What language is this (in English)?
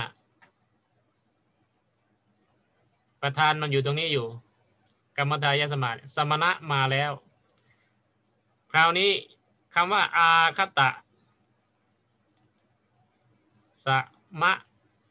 Thai